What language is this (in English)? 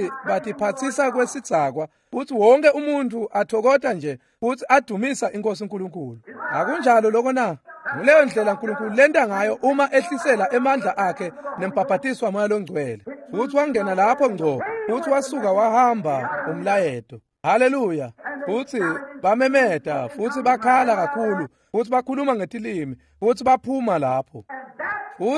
Swati